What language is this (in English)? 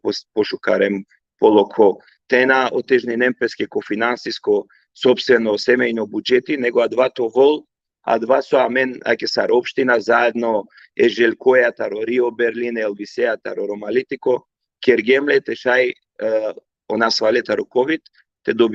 Balkan Romani